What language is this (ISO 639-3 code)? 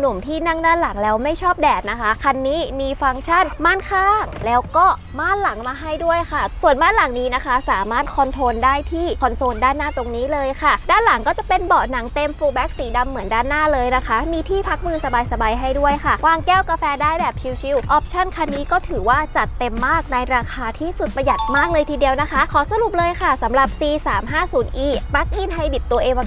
tha